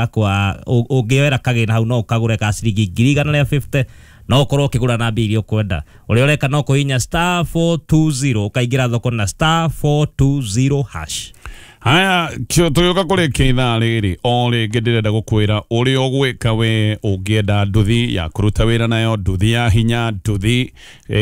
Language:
Kikuyu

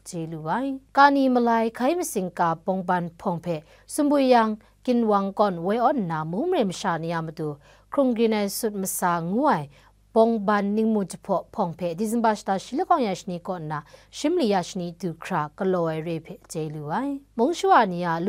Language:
Kachin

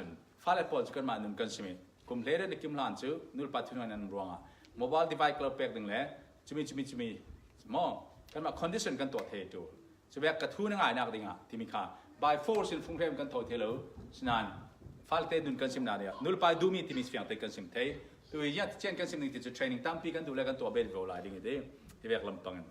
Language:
Falam Chin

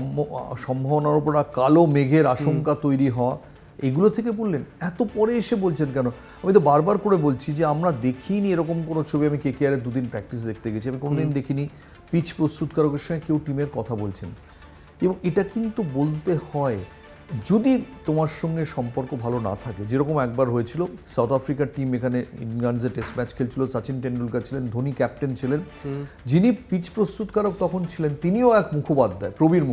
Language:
Bangla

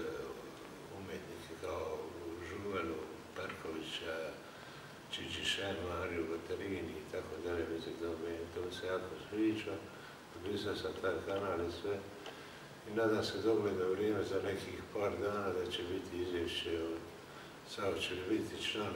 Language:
Croatian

